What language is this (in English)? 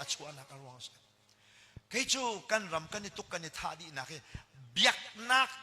Hakha Chin